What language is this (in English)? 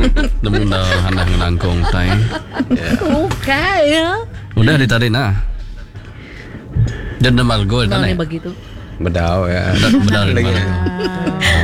Malay